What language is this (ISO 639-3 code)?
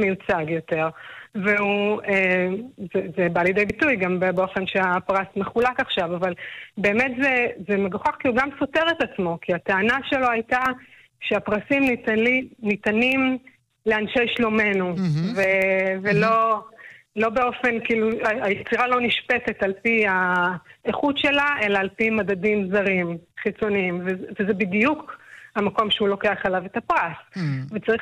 heb